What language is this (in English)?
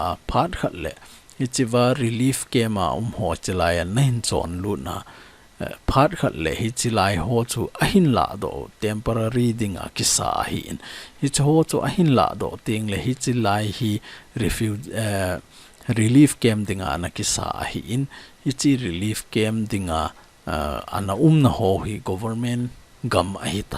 Thado Chin